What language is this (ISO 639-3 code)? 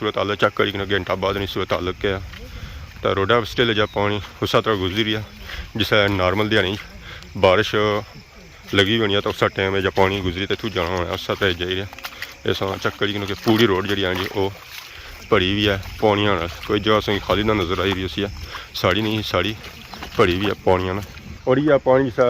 phr